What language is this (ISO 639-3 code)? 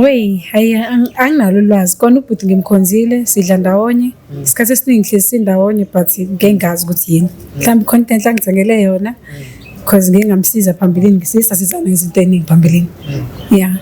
zul